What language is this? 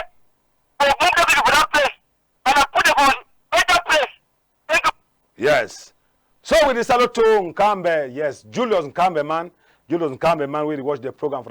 Cameroon Pidgin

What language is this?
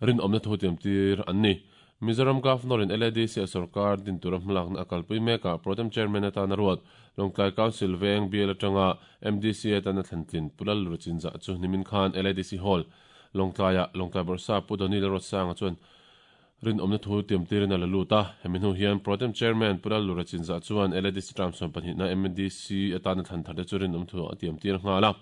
Mizo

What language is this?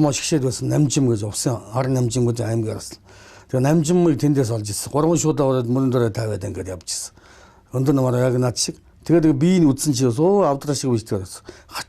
Mongolian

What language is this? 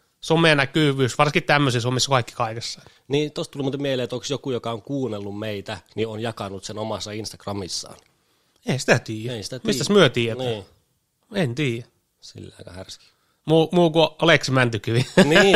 Finnish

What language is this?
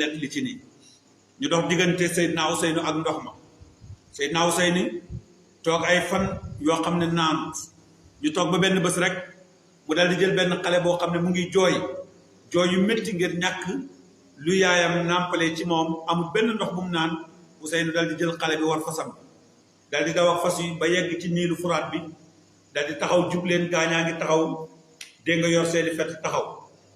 Wolof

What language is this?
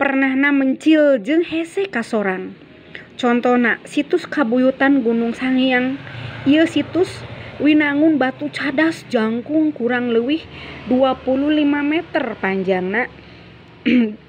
Sundanese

